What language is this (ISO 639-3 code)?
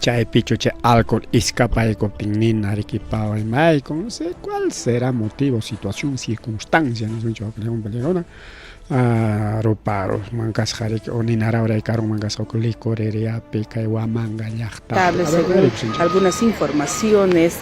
quy